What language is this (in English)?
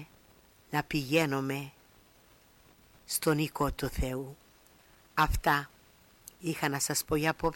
Greek